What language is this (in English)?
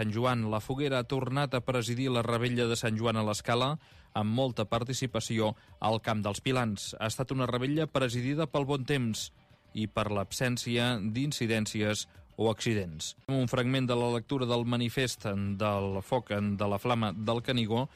Catalan